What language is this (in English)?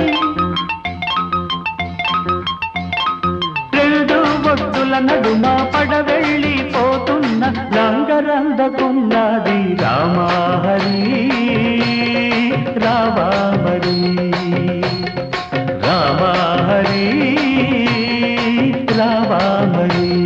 Telugu